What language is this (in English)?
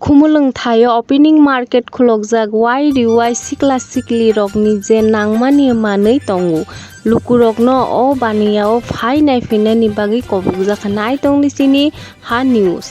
Kok Borok